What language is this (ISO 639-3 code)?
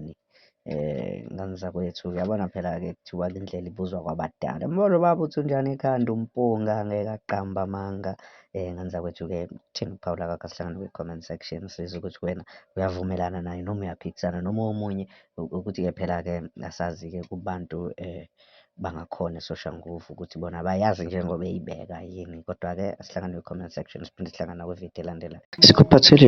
zul